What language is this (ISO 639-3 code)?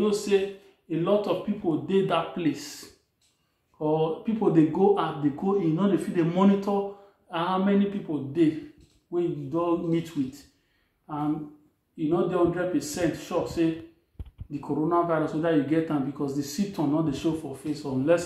pcm